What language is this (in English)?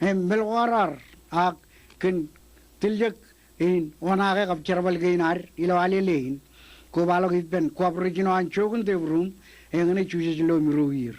Marshallese